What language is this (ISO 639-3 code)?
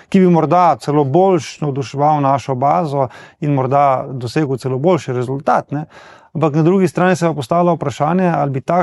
slv